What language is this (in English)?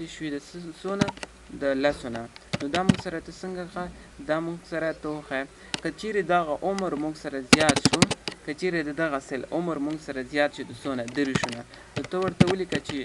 Pashto